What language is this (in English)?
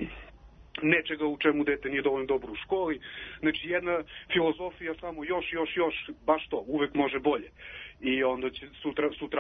Serbian